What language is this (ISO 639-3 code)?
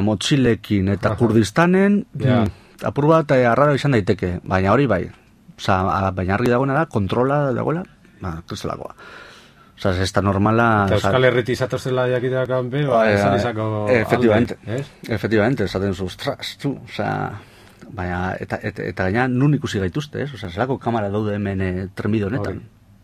eus